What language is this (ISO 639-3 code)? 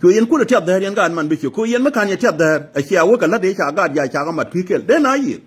nus